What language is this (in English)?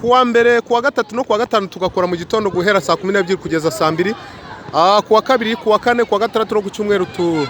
Kinyarwanda